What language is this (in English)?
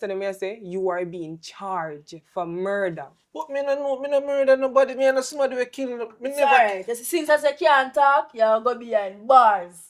Jamaican Creole English